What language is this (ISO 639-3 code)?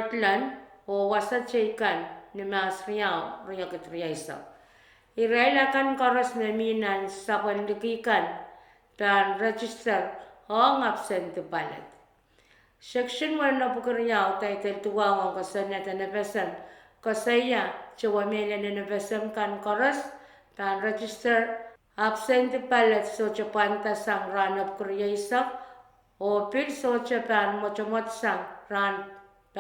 pon